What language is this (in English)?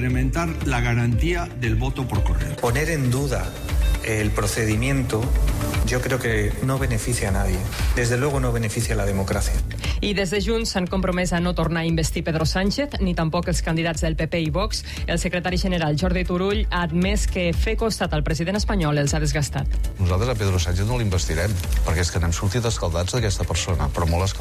Catalan